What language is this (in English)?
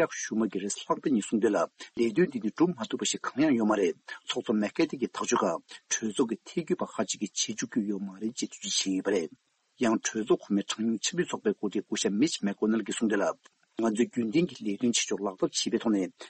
Tibetan